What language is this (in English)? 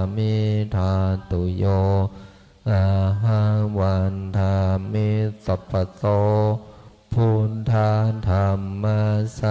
Pali